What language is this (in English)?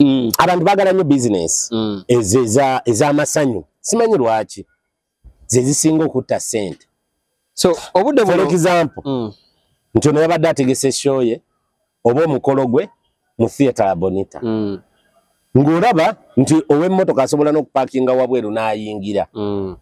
Ganda